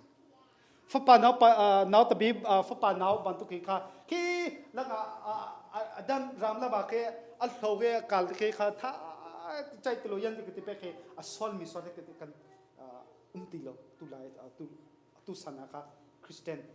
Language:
Hakha Chin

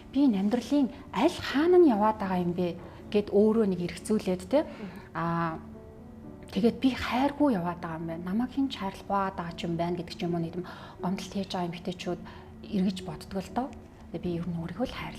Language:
Mongolian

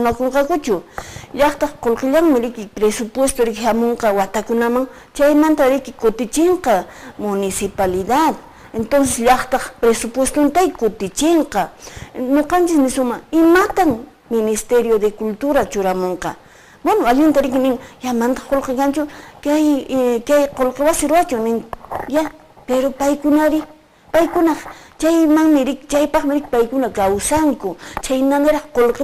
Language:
Quechua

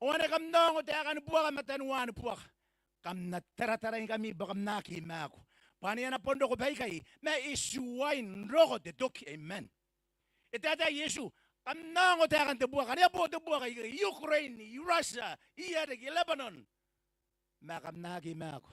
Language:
Gilbertese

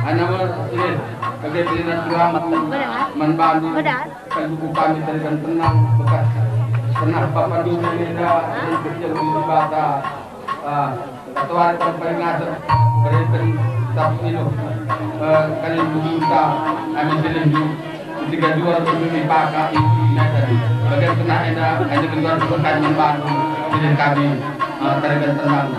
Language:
Batak Karo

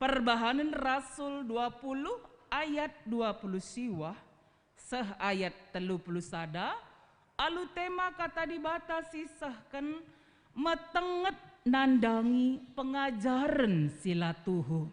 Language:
Batak Karo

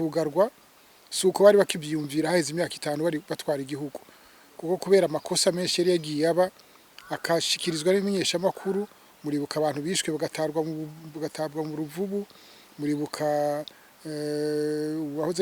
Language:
Rundi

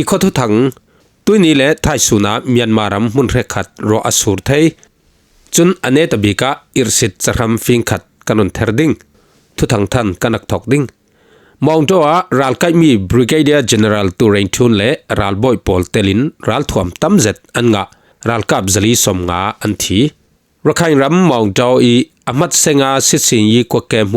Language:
Falam Chin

